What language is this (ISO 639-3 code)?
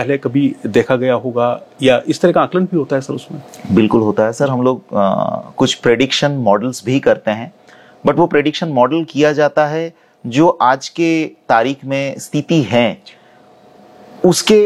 hin